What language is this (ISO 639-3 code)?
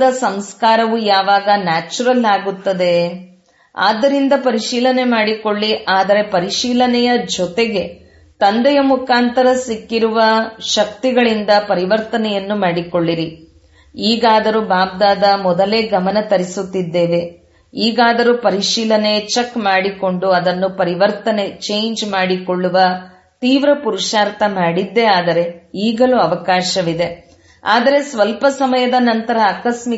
kan